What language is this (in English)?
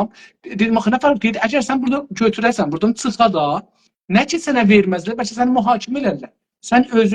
South Azerbaijani